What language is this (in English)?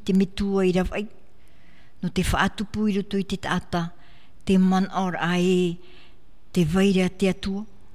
Tahitian